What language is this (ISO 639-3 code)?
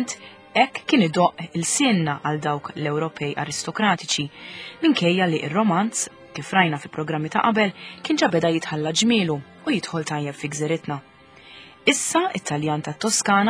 mlt